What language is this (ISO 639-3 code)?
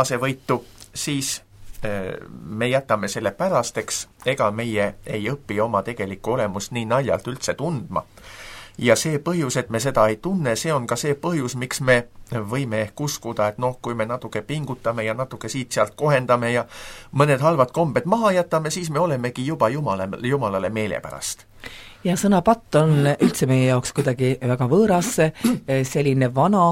est